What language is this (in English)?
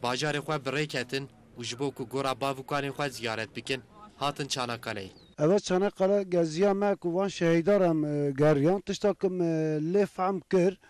Kurdish